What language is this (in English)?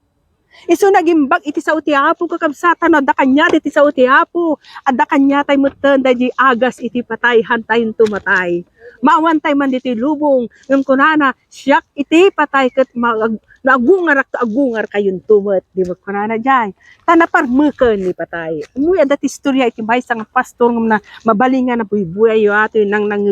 Iloko